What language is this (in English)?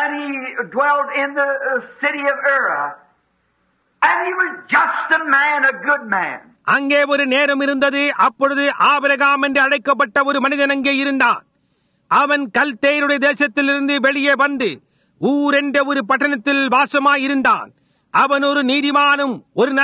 Tamil